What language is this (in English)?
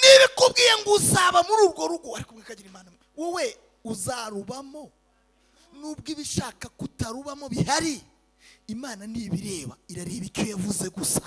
Kinyarwanda